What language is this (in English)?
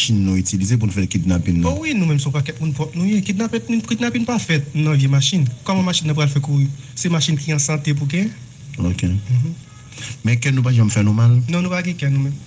Haitian Creole